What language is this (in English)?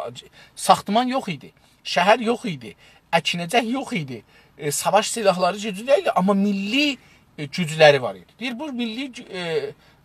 South Azerbaijani